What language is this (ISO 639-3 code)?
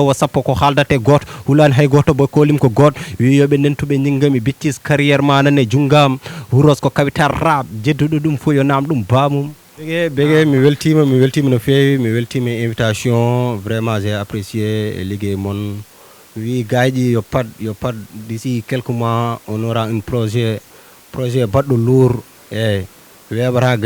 ful